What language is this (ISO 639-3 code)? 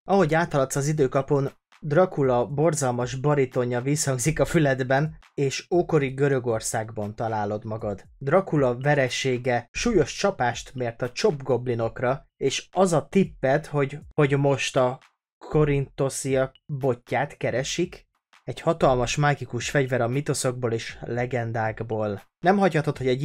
hun